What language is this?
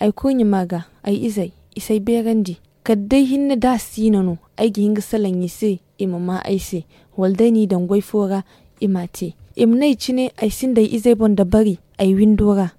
Zarma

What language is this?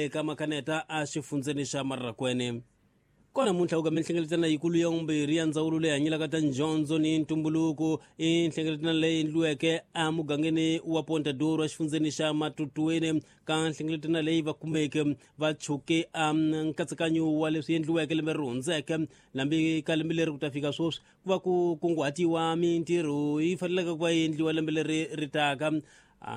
Tsonga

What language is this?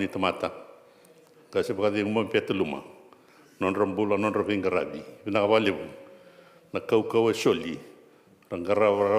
Fijian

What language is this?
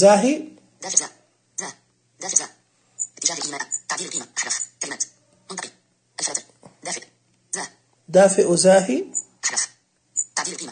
Najdi Arabic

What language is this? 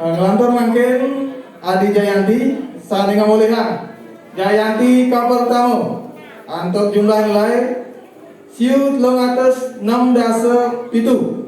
Balinese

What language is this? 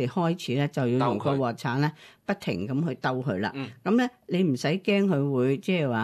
Cantonese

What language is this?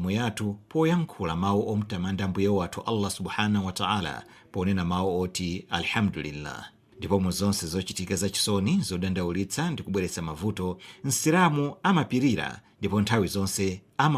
Nyanja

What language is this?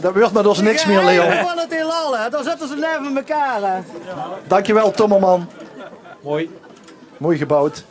Limburgish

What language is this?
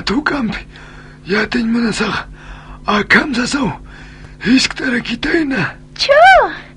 Aymara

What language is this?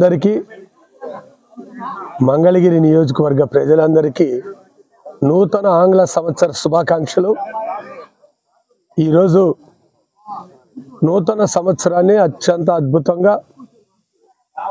Telugu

